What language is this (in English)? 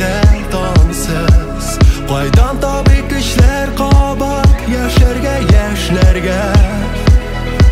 Tatar